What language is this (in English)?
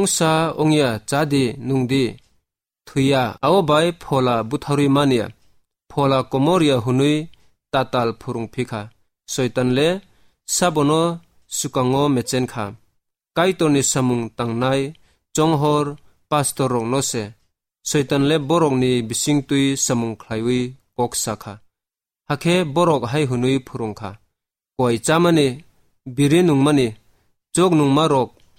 Kok Borok